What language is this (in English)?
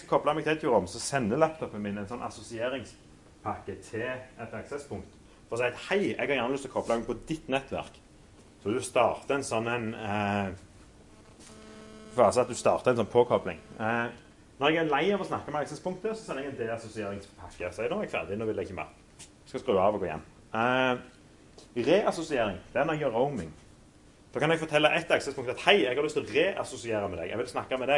Norwegian